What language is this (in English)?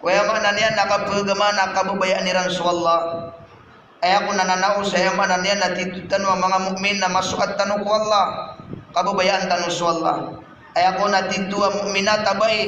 Maranao